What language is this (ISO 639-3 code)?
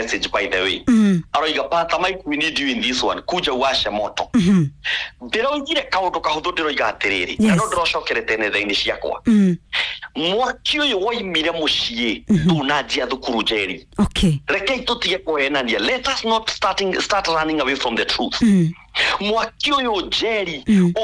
kik